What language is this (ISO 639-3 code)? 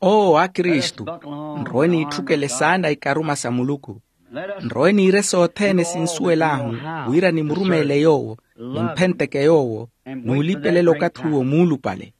vmw